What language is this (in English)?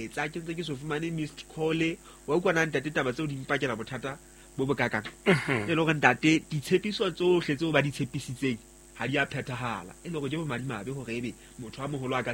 Southern Sotho